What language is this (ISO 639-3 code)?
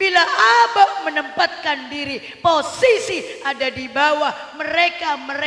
mad